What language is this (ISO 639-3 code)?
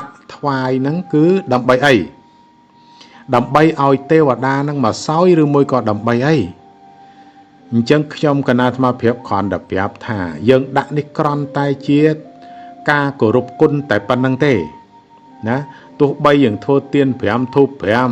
khm